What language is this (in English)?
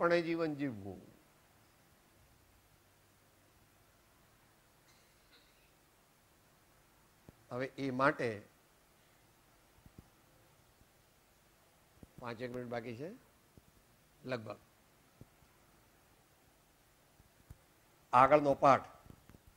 Gujarati